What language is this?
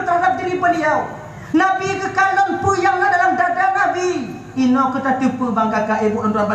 Achinese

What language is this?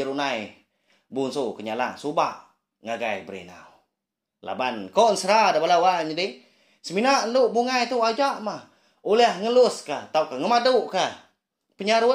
Iban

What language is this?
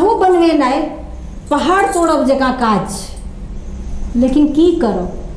Maithili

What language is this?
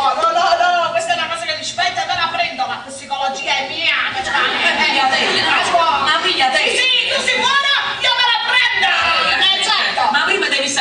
Neapolitan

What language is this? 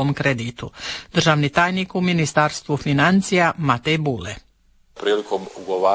Croatian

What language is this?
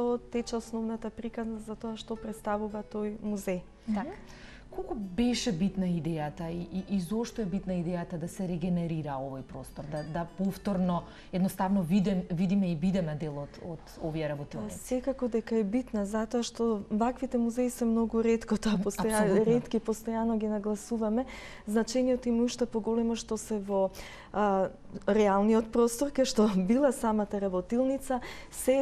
Macedonian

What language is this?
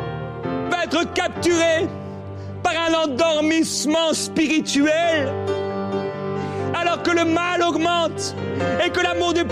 French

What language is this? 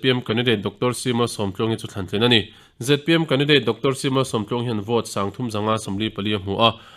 Mizo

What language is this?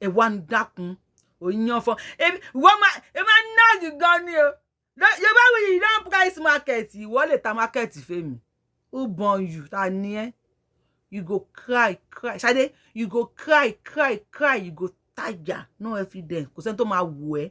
Yoruba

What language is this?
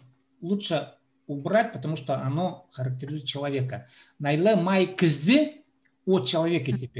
Khakas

